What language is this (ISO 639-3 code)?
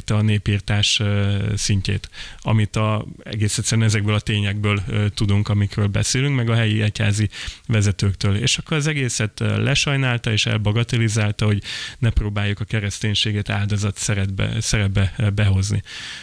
hun